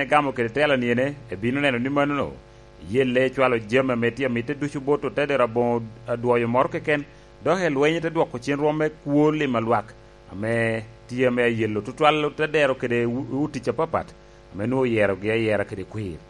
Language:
Lango (Uganda)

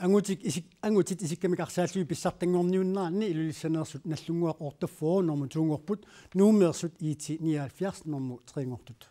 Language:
Kalaallisut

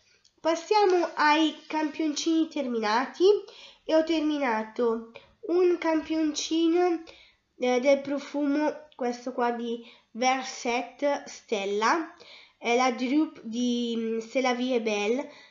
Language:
Italian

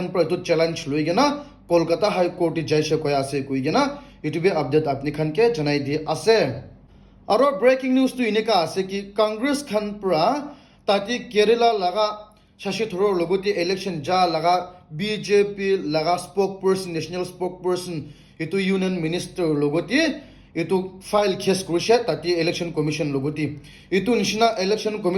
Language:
Naga Pidgin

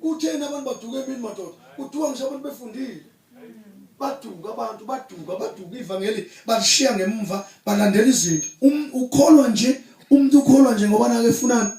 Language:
Zulu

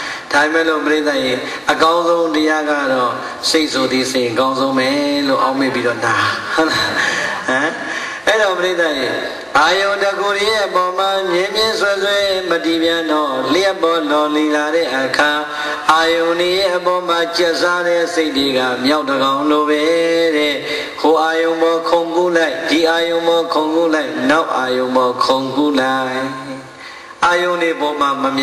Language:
Burmese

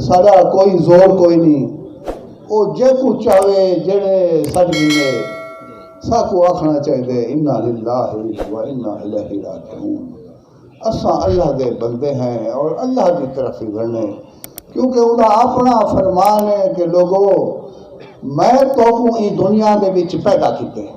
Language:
Saraiki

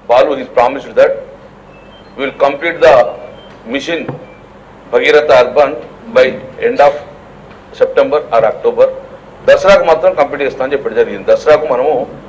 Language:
Telugu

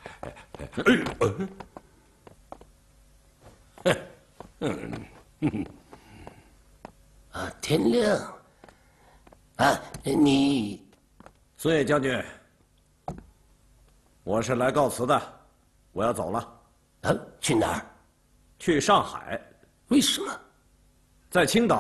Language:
Chinese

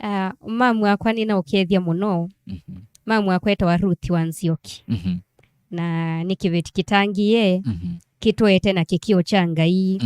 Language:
Kamba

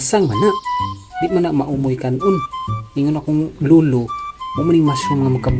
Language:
Cebuano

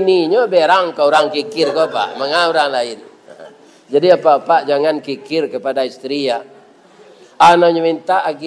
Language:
Minangkabau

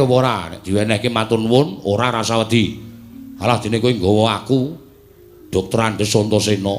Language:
Javanese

